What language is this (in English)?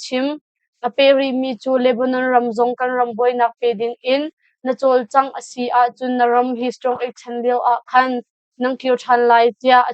Hakha Chin